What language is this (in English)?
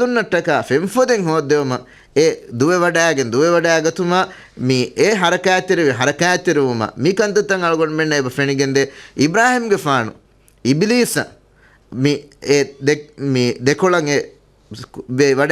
Divehi